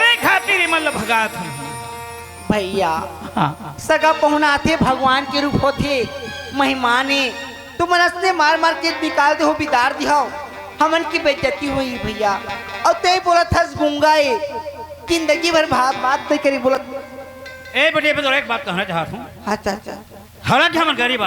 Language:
Chhattisgarhi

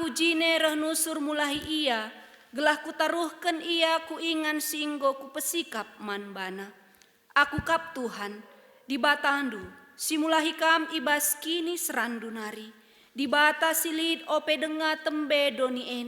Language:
Batak Karo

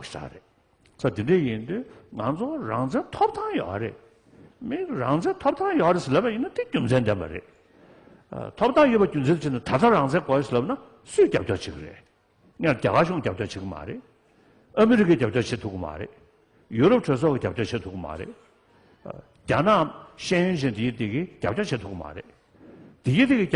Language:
Tibetan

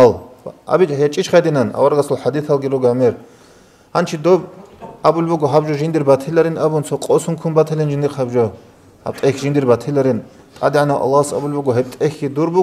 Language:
Avaric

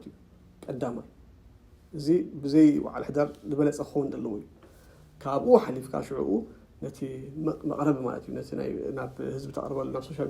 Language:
Tigrinya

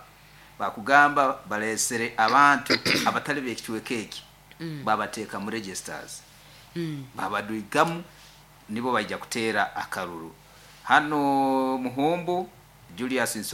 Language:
Nyoro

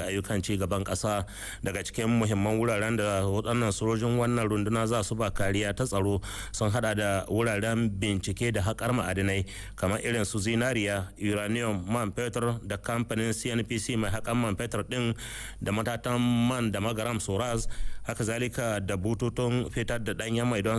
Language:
Hausa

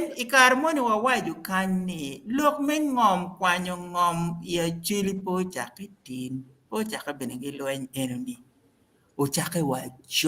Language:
Acoli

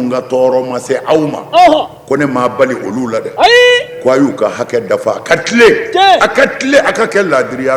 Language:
Bambara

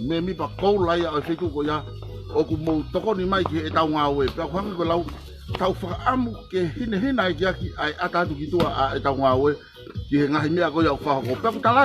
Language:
Tongan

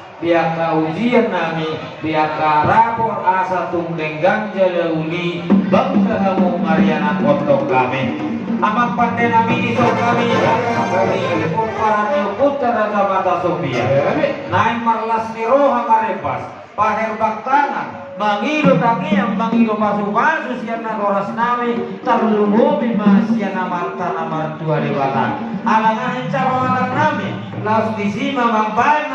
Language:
Batak Toba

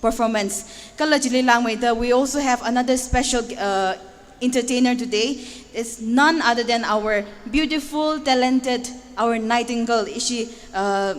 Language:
Tangkhul Naga (India)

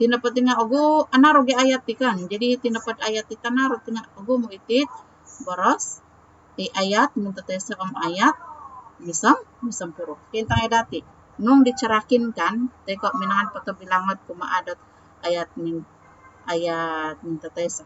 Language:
Central Dusun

